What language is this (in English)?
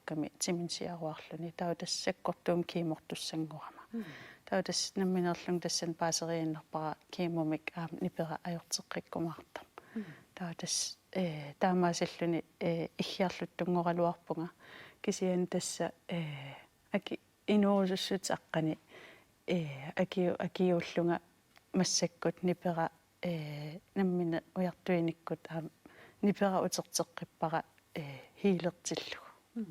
Kalaallisut